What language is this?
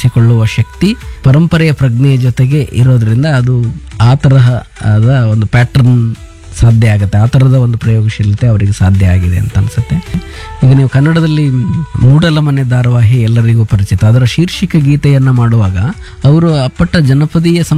Kannada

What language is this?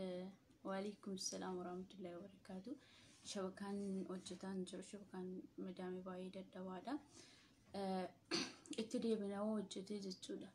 Oromo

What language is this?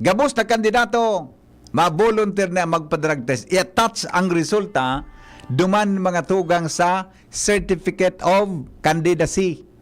Bikol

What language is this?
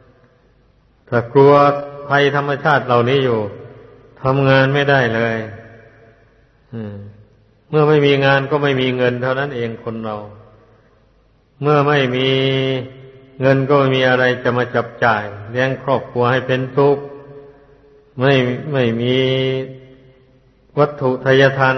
Thai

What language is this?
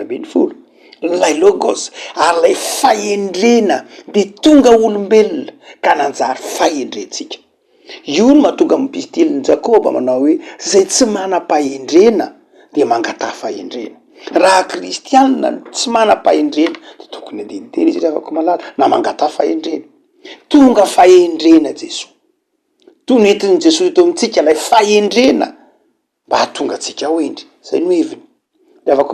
Malagasy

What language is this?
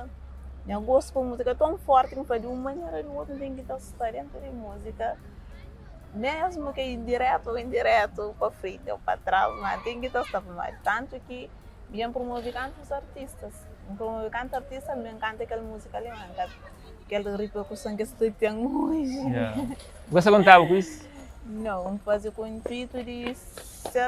Kabuverdianu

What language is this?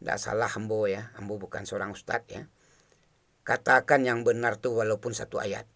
Minangkabau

